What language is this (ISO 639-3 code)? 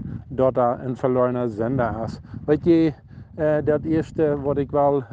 pdt